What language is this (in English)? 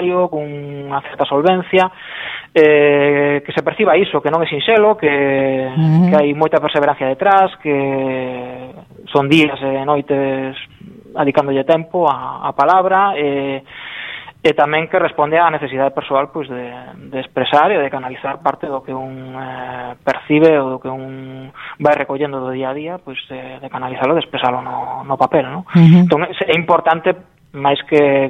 Galician